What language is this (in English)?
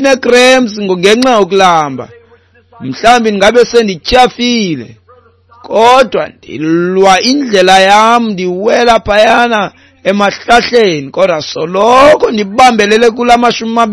Xhosa